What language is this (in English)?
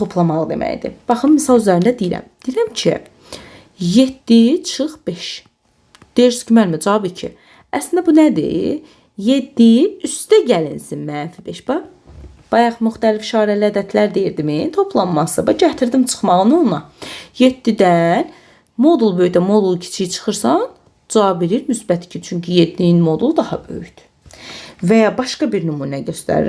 Azerbaijani